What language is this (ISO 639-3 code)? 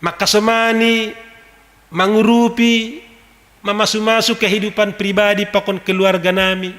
bts